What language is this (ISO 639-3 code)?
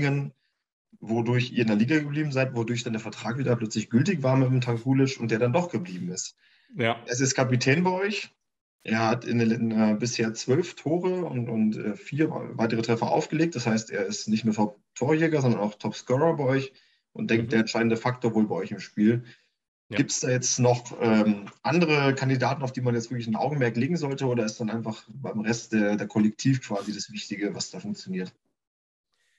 deu